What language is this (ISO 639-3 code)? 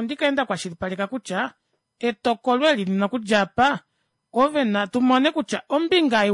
kua